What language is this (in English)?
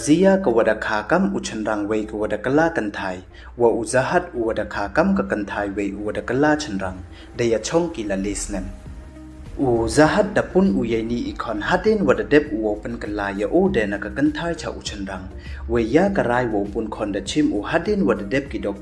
Pnar